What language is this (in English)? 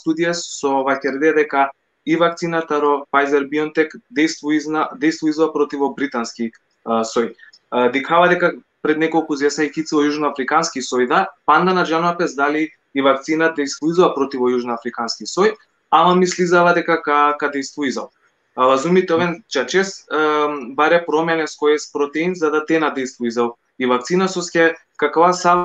Balkan Romani